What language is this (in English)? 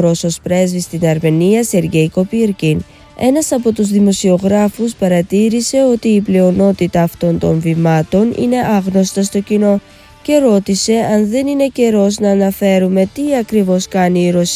Greek